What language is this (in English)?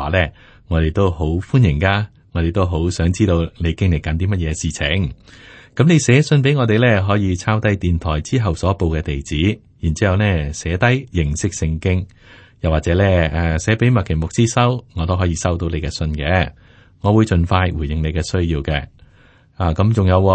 Cantonese